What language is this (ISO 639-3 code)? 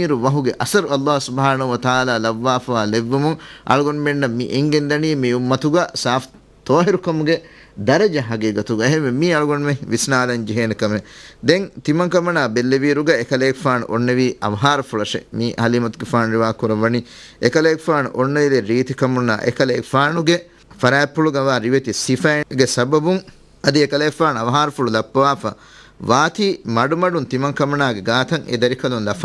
div